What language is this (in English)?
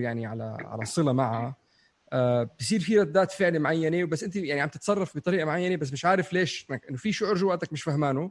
North Levantine Arabic